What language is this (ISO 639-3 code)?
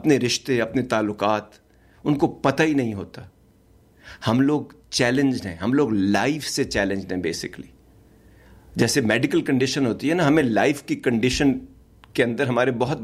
urd